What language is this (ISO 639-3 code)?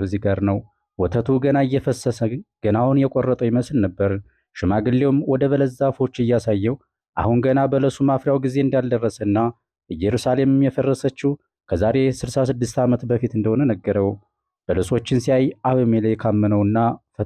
amh